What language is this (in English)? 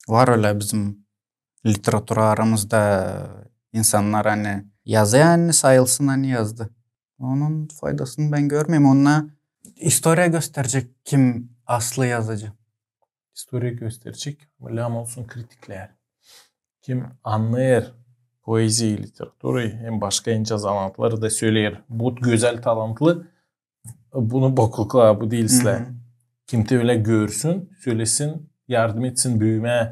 Gagauz